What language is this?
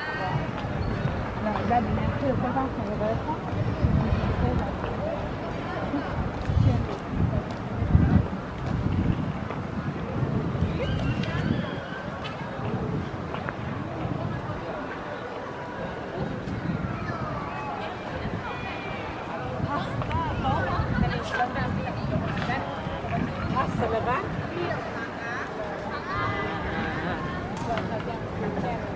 Hebrew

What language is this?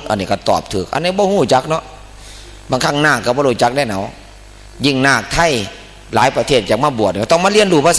Northeastern Thai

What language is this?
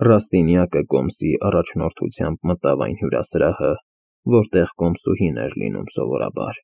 Armenian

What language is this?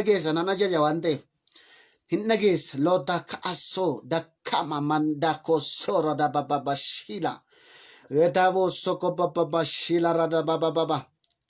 Oromo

